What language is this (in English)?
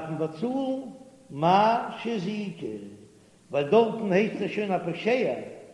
Yiddish